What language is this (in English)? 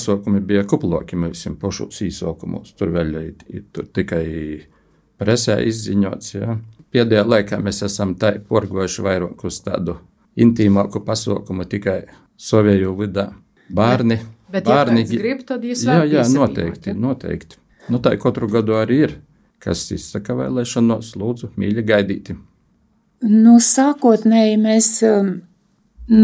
Latvian